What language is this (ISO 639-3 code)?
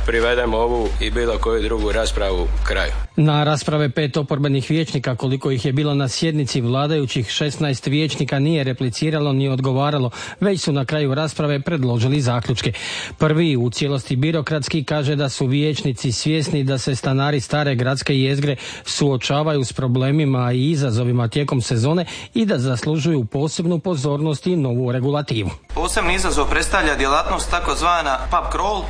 hrv